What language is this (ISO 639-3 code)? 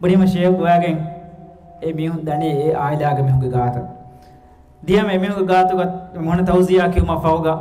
div